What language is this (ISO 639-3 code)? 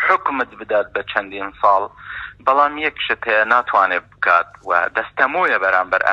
ckb